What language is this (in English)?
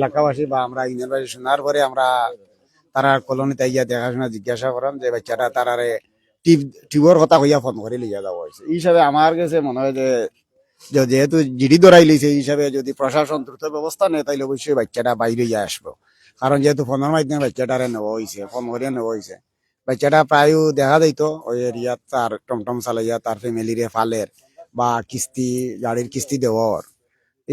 Sylheti